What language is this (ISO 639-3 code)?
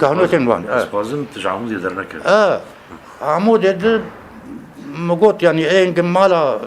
kur